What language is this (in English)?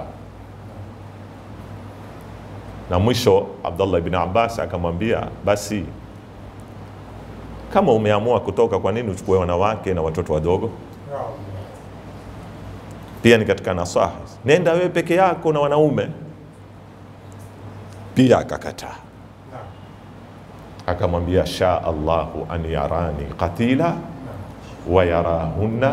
Swahili